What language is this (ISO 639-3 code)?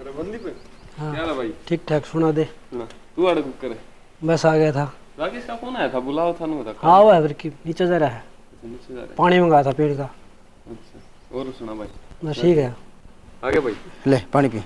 bgc